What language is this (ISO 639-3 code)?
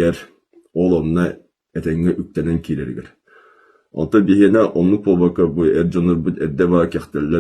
sah